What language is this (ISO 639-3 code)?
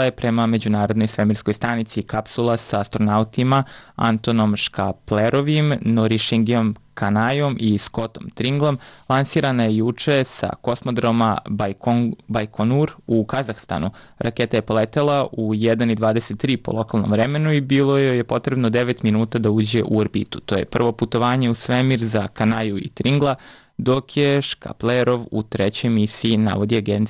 srp